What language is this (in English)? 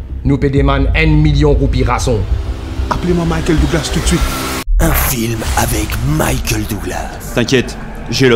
Morisyen